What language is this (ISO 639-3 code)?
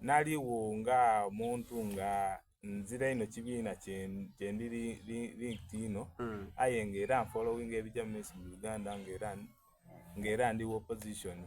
xog